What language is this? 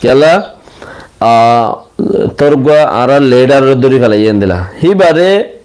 Rohingya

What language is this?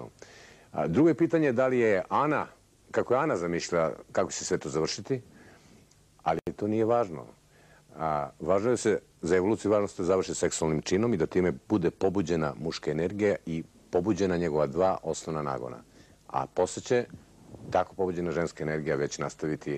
Serbian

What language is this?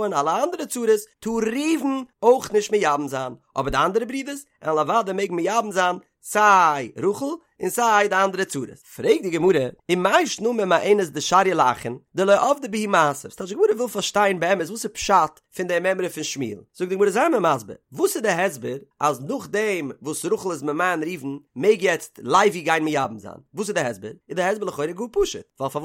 Yiddish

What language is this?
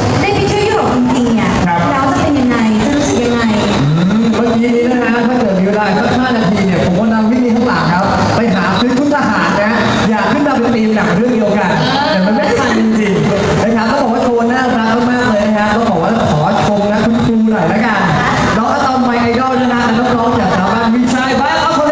Thai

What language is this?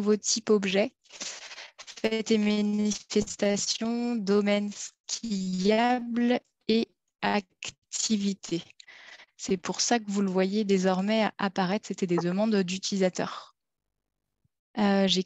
French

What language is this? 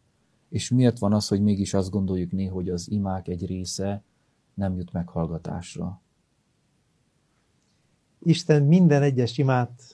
Hungarian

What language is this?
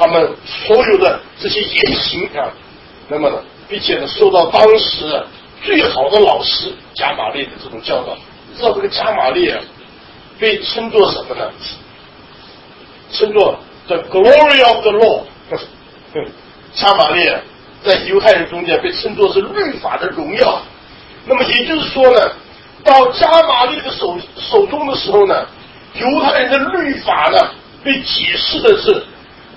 Chinese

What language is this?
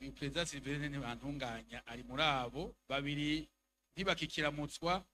Rundi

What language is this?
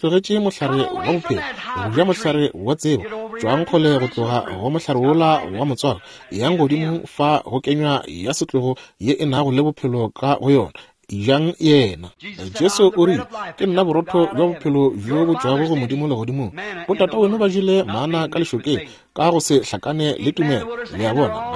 Northern Sotho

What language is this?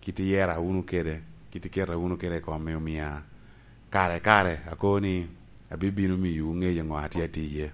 Lango (Uganda)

